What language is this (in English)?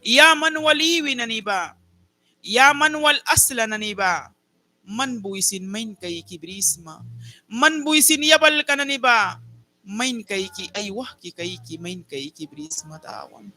Mískito